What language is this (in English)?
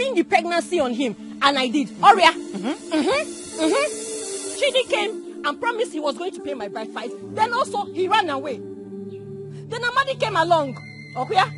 Nigerian Pidgin